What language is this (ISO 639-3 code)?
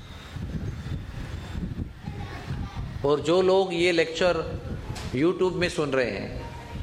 hin